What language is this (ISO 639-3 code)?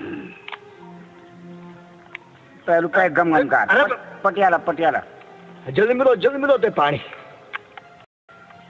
hin